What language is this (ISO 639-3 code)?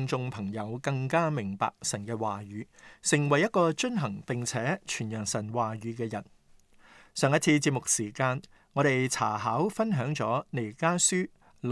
yue